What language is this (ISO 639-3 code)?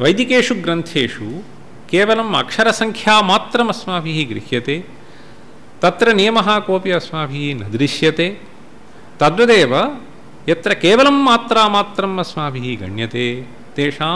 san